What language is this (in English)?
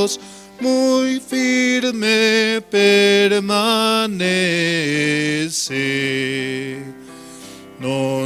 Aymara